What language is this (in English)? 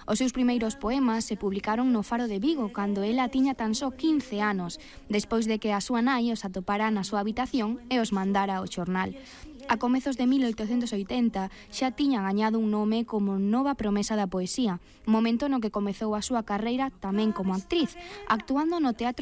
Galician